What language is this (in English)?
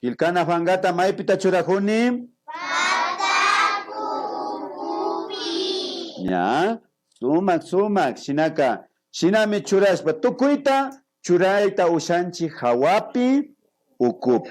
Imbabura Highland Quichua